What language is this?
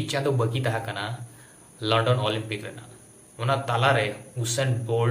Santali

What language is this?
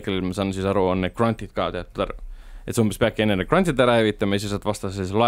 Estonian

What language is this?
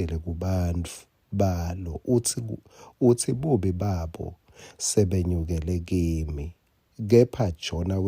Swati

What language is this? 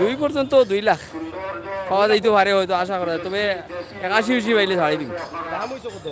Sylheti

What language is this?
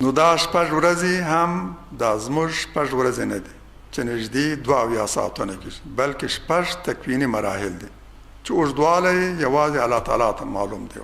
Pashto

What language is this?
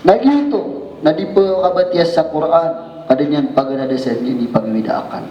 Maranao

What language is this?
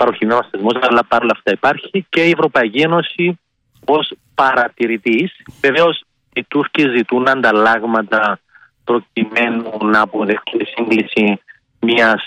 Greek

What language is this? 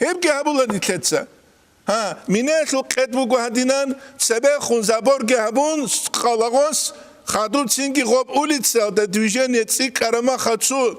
Avaric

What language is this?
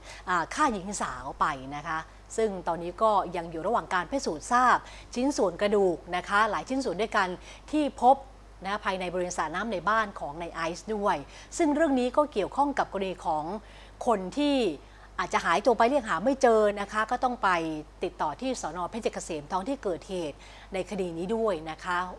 Thai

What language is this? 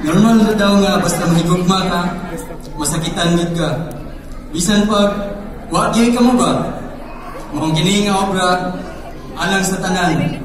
Cebuano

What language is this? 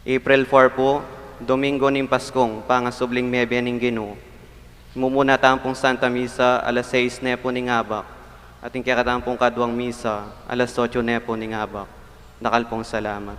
Pampanga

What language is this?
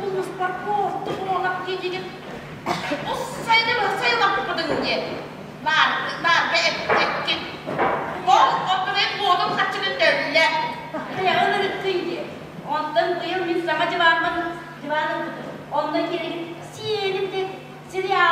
Yakut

